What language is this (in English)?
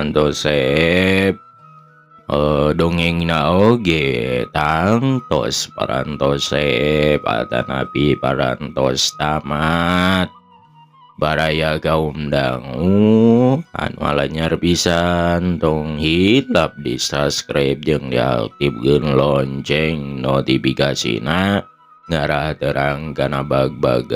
Sundanese